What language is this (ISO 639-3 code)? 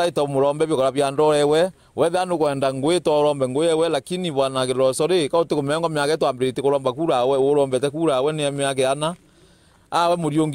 mer